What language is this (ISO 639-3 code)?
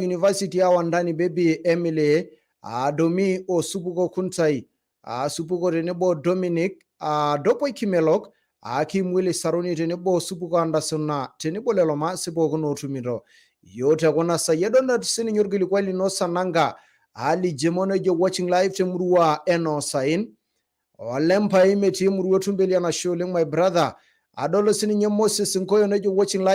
mas